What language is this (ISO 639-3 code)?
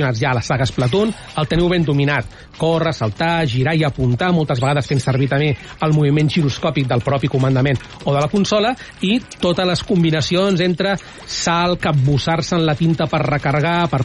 cat